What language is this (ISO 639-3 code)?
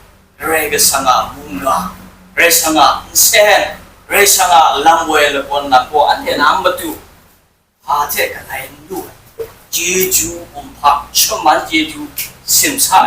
kac